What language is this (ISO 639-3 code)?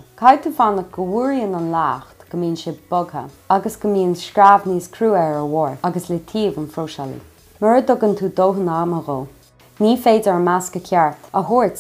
gle